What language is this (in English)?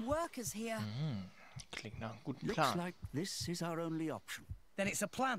German